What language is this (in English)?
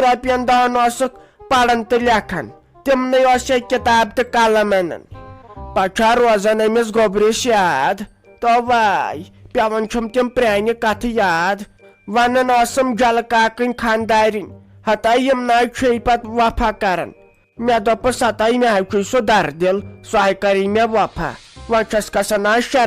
Kashmiri